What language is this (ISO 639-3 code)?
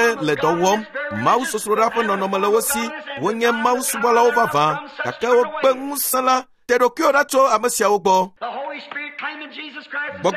ewe